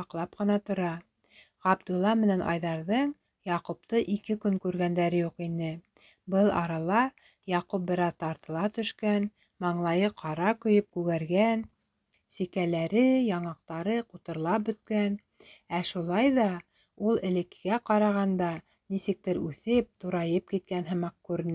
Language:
Bashkir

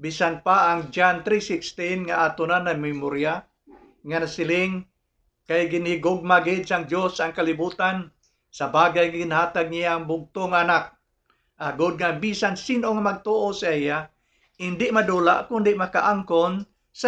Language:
Hiligaynon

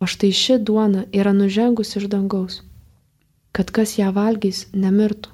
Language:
Lithuanian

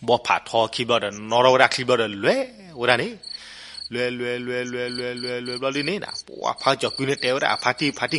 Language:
S'gaw Karen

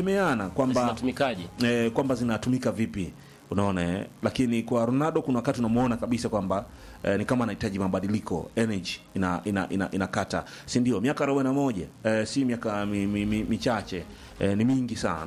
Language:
Swahili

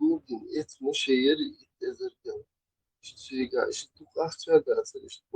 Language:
Chechen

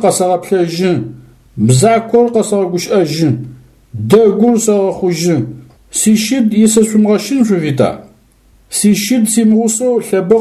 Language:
Adyghe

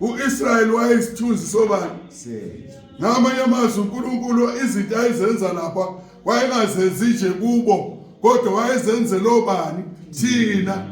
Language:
Zulu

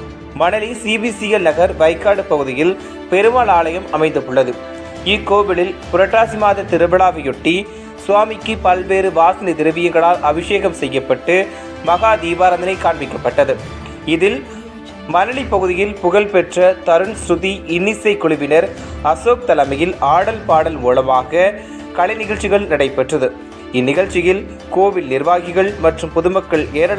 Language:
Tamil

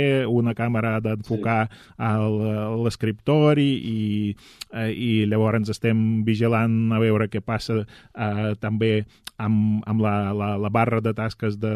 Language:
Catalan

